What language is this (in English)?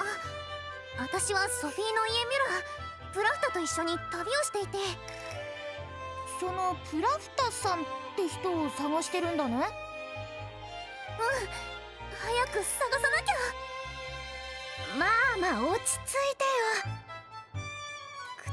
Japanese